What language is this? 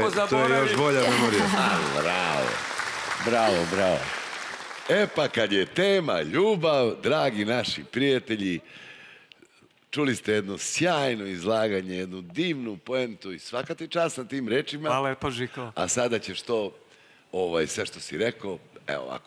Serbian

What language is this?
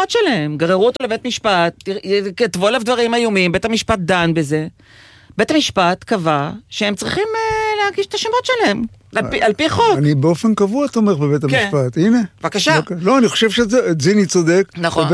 Hebrew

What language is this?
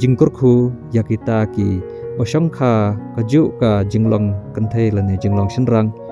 Khasi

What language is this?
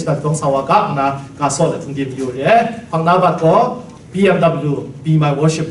Kachin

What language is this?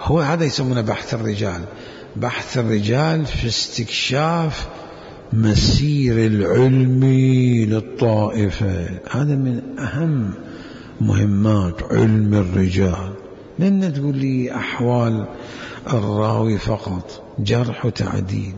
Mesopotamian Arabic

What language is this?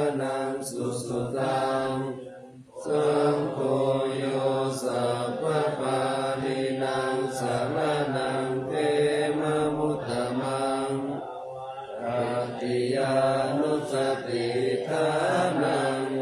Pali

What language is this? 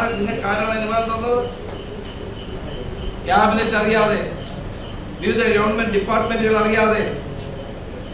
Malayalam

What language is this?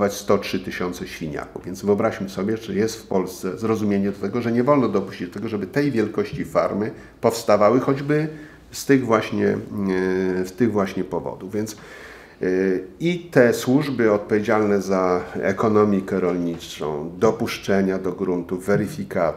Polish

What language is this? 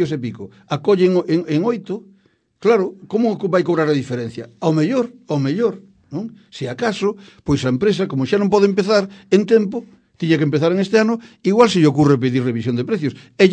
Galician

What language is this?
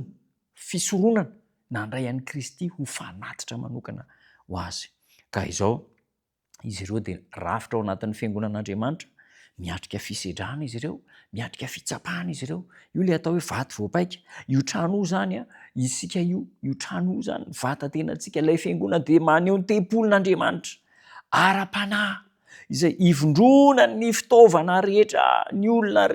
Malagasy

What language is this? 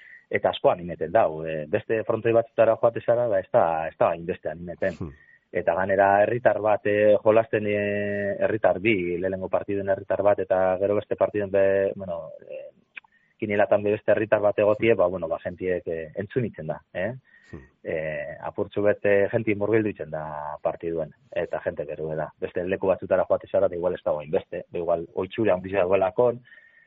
Basque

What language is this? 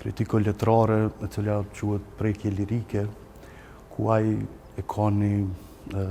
Albanian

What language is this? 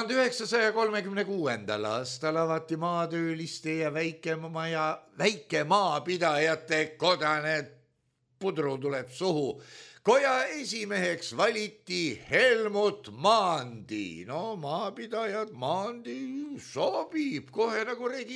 Estonian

